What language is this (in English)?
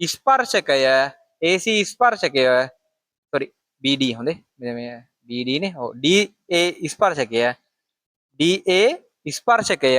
Sinhala